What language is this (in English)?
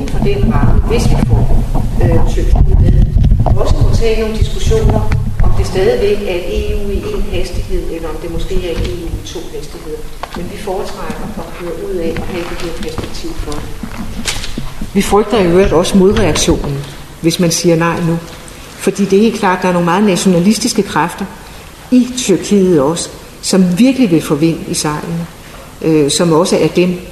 Danish